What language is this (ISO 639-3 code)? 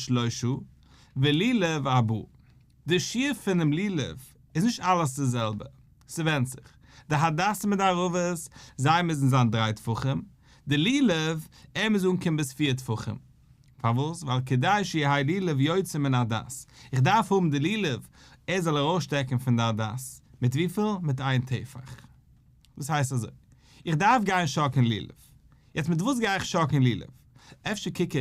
yid